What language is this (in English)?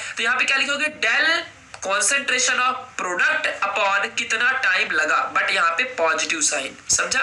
Hindi